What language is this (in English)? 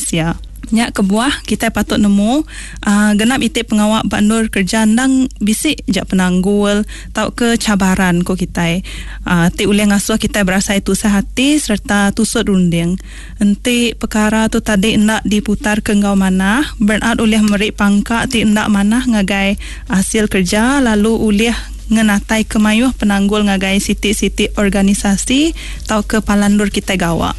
Iban